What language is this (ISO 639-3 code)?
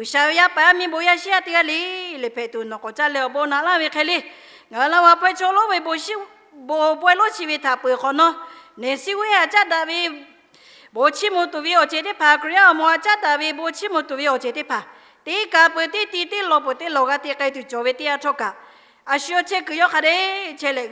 lhu